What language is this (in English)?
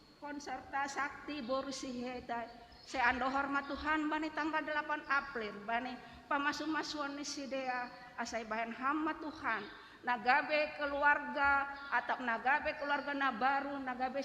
Batak Simalungun